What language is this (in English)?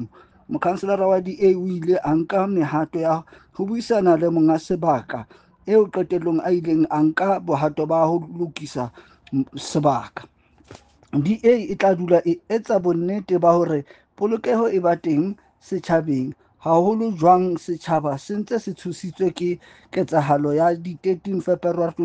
Southern Sotho